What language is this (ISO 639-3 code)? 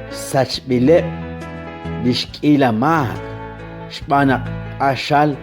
kek